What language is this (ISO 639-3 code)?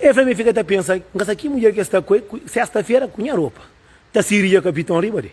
kea